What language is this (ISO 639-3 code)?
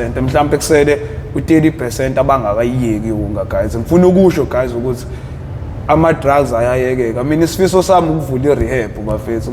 zul